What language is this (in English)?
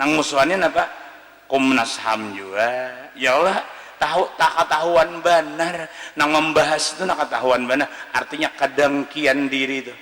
Banjar